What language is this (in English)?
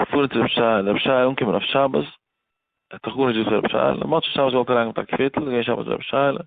Yiddish